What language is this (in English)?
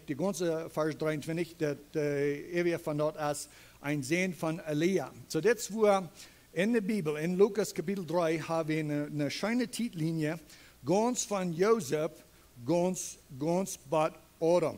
Plautdietsch